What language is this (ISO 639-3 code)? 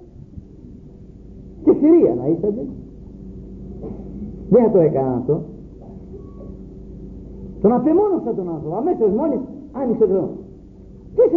ell